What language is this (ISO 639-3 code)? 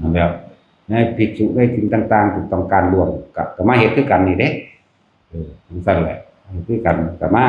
tts